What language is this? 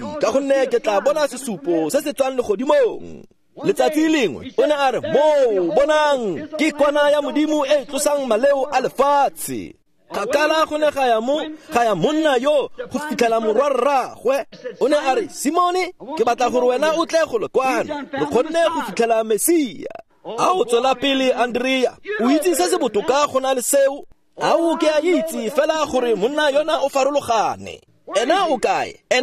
Tswana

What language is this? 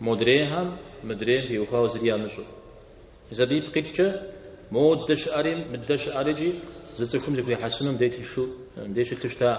Kabardian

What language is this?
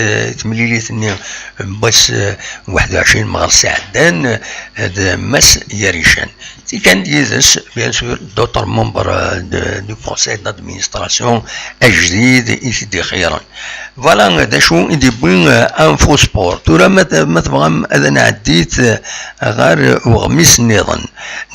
Kabyle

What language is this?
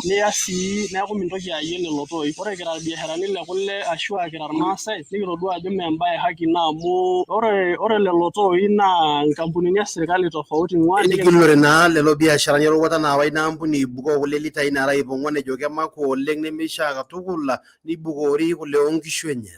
Masai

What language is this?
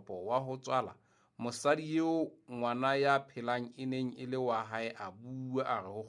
Southern Sotho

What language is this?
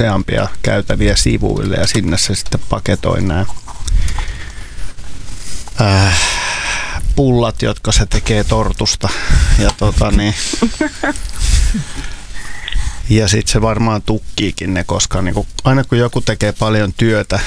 Finnish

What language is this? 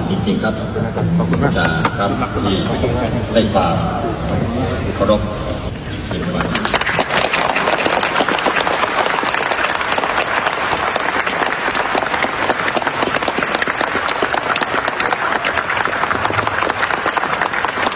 Thai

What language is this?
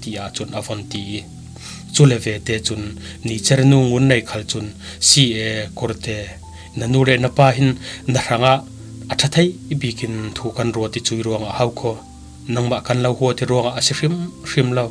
Falam Chin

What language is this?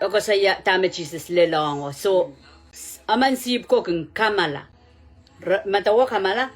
Pohnpeian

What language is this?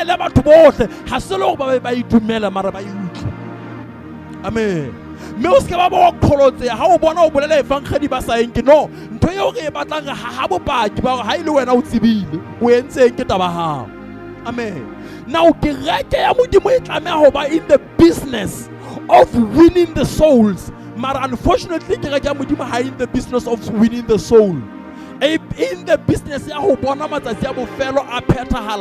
Southern Sotho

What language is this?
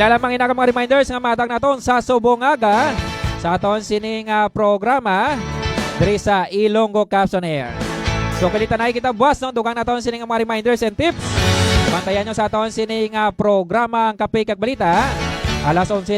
Hiligaynon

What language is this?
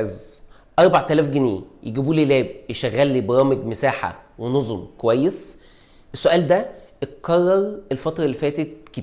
Egyptian Arabic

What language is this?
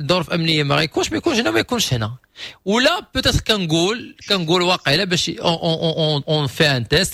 Moroccan Arabic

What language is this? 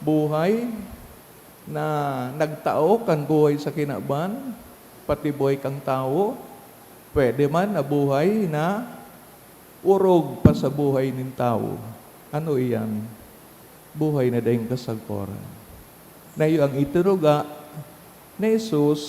Bikol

